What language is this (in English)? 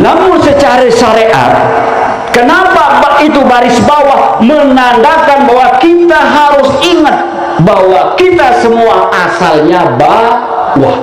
Sasak